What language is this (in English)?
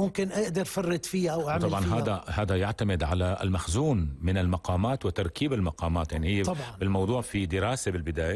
North Levantine Arabic